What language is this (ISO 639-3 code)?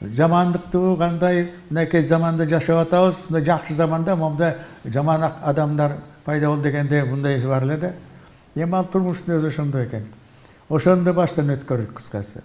kir